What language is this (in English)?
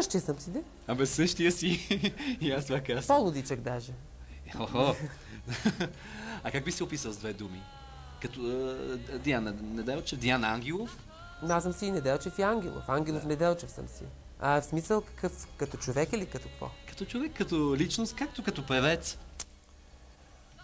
Bulgarian